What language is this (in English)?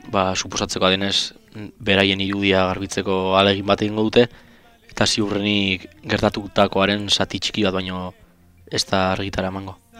Basque